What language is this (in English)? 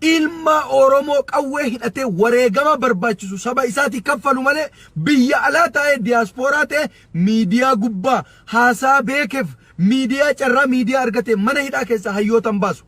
Oromo